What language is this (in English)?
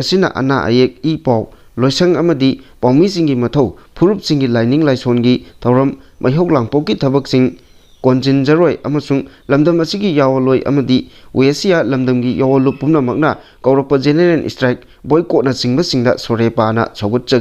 Manipuri